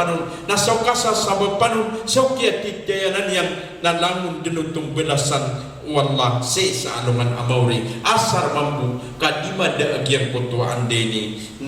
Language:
Maranao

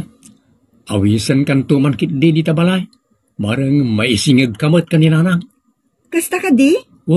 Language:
Iloko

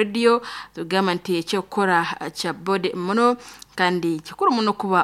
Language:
Nyoro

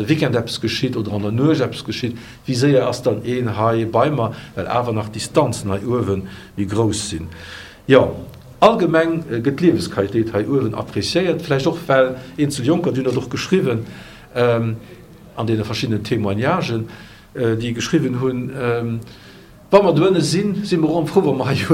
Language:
Luxembourgish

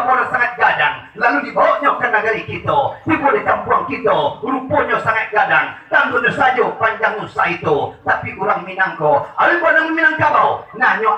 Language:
Minangkabau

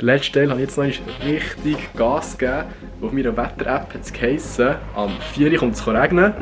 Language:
Swiss German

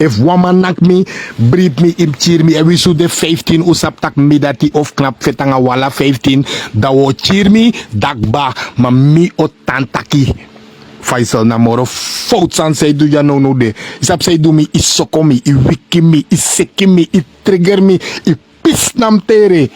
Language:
Sranan Tongo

